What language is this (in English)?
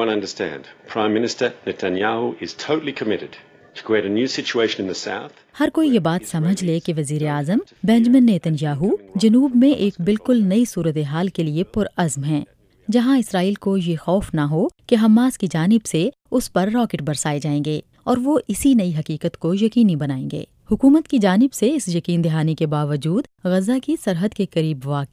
Urdu